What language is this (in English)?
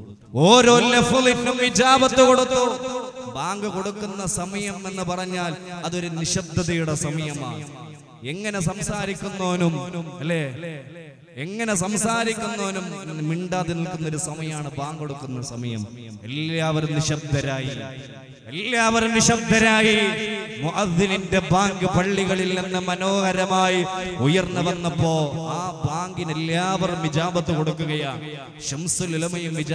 Malayalam